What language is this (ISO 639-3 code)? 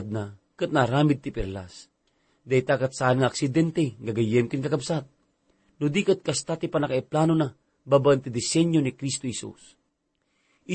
ilo